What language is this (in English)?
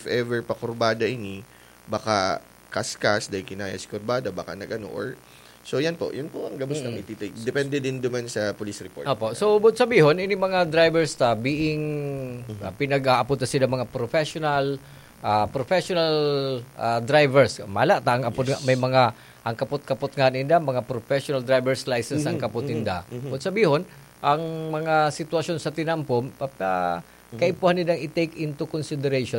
Bikol